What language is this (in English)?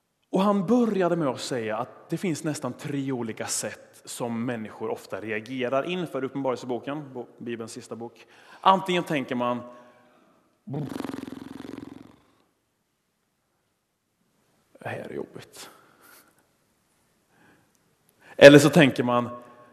Swedish